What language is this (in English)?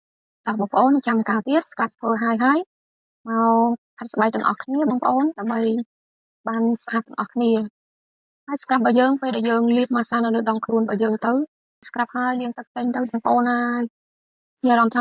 Khmer